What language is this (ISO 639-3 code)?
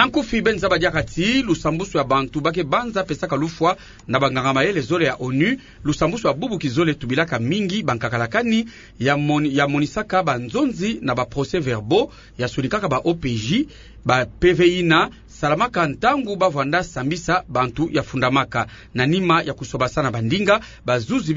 ktu